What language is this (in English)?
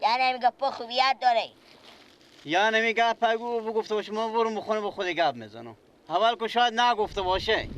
Persian